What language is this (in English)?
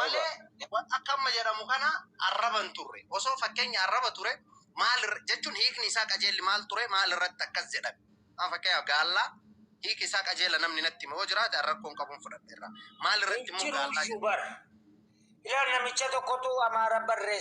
Oromo